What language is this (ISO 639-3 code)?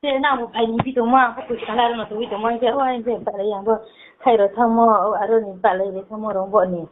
ria